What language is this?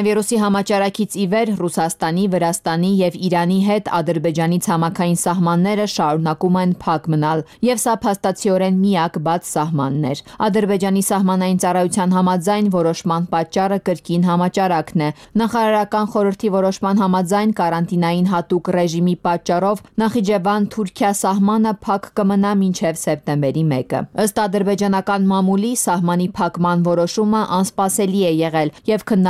Armenian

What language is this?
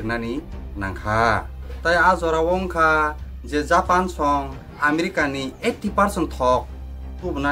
Kok Borok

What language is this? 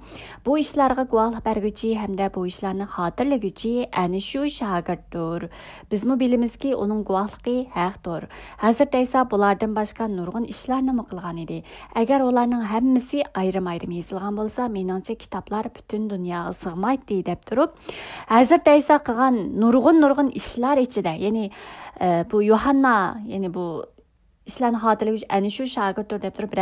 Uyghur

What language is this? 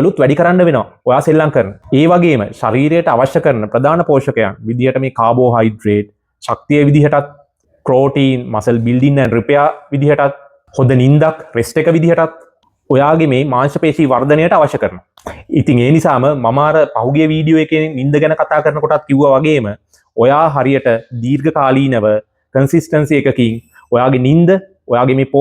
Sinhala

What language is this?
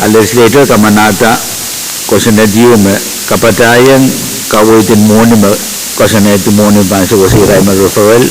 Pohnpeian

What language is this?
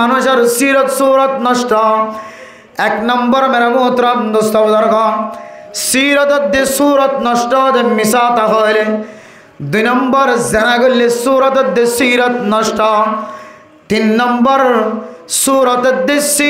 Rohingya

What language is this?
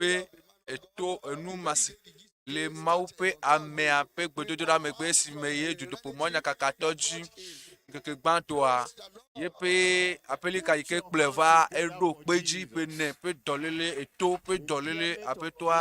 Ewe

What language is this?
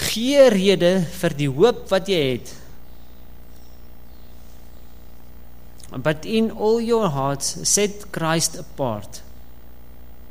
Afrikaans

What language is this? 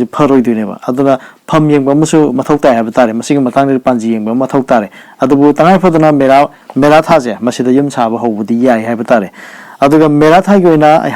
Manipuri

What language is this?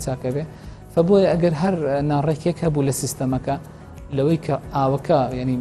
Central Kurdish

